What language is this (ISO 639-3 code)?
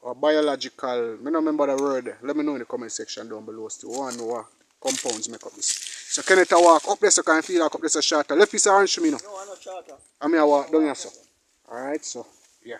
jam